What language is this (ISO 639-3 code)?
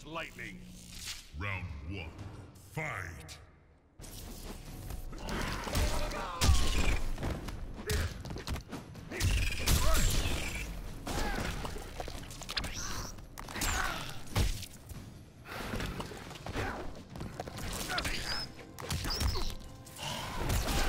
jpn